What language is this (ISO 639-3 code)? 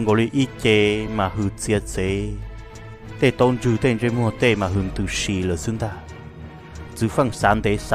hmn